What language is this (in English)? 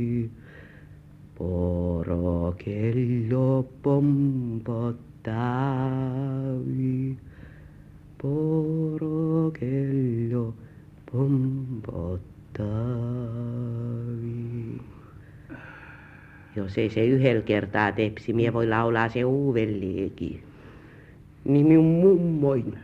Finnish